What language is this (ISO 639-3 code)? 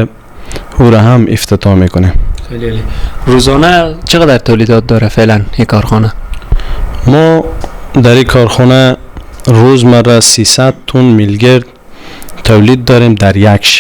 fas